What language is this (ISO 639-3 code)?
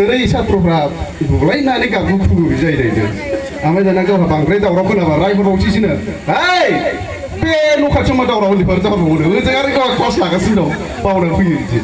brx